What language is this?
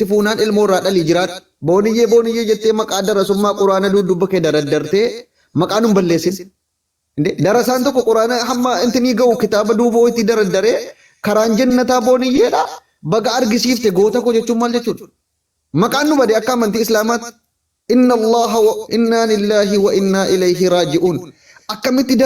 Oromo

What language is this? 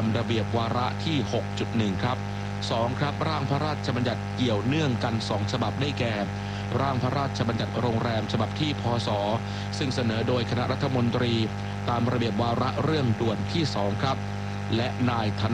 Thai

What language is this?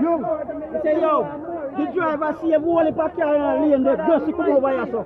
Jamaican Creole English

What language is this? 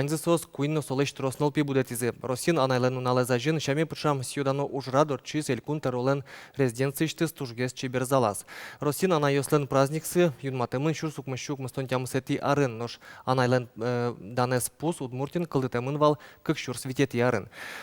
Udmurt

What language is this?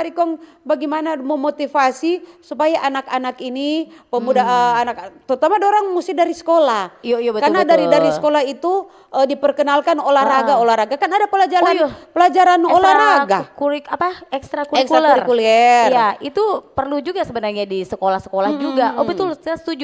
Manado Malay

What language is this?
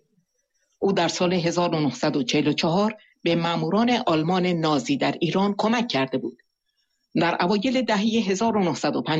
Persian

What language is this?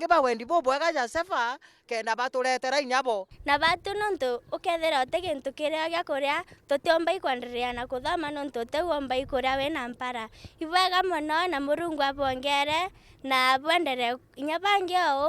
Meru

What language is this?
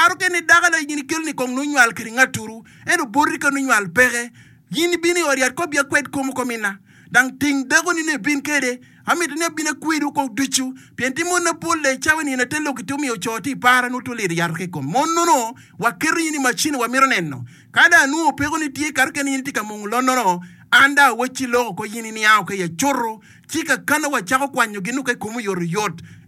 Acoli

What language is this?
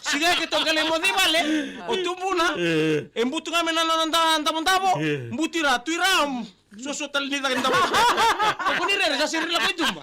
Fijian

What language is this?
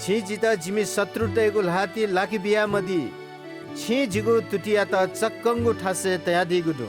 Newari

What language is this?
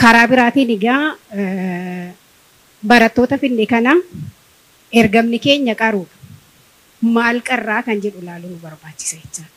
Oromo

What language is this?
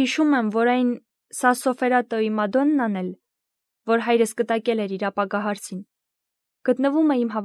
Armenian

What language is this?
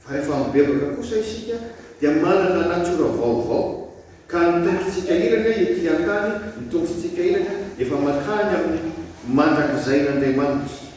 Malagasy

